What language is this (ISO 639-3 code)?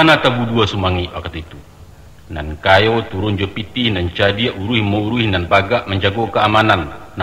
min